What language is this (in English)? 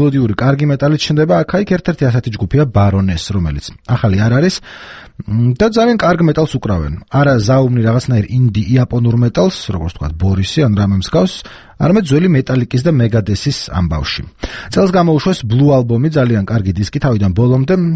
Georgian